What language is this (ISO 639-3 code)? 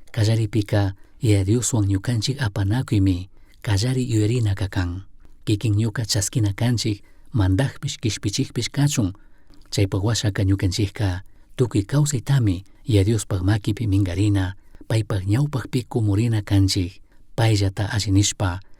qug